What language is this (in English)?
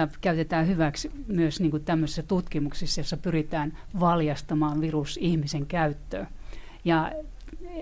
Finnish